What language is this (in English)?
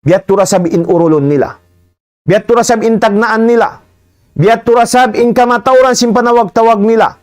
Tausug